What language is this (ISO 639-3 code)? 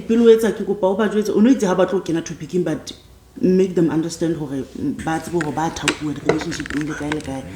sot